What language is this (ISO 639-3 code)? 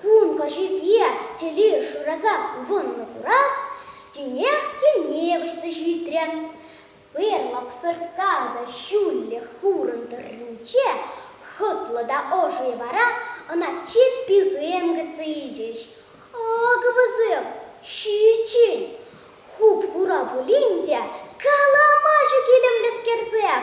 chv